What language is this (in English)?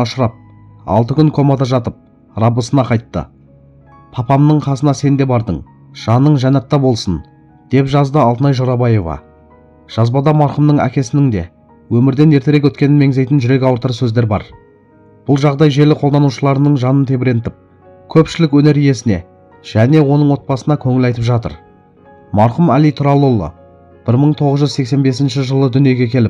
Kazakh